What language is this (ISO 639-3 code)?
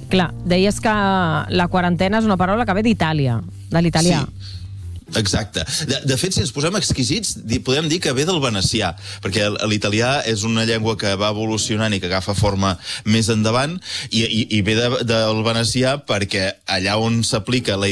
cat